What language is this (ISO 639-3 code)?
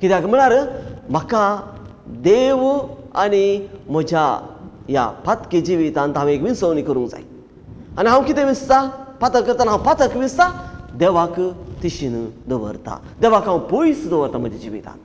kok